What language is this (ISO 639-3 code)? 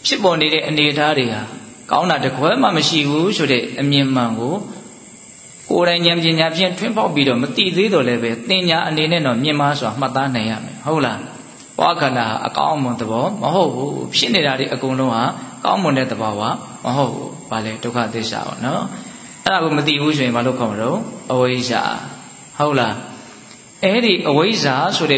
mya